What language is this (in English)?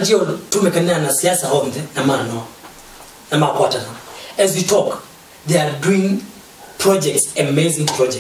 Kamba